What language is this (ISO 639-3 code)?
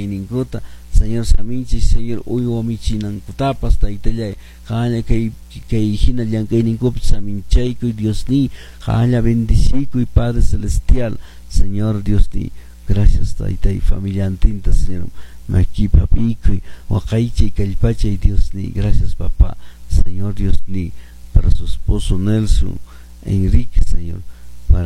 que